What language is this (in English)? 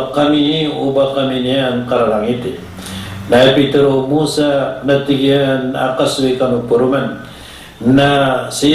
Maranao